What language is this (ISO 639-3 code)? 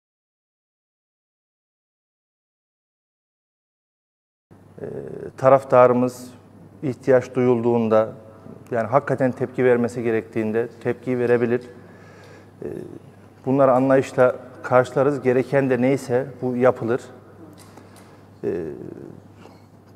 tur